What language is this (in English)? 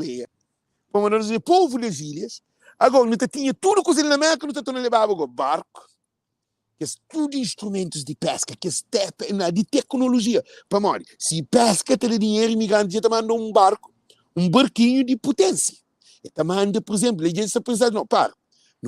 Kabuverdianu